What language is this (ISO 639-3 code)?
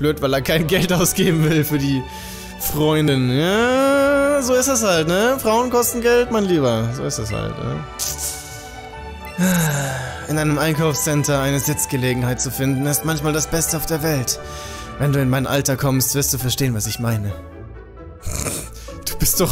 deu